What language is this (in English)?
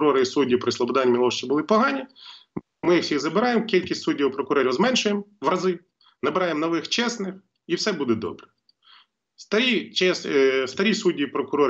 Ukrainian